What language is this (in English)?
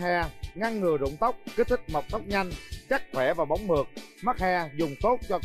Vietnamese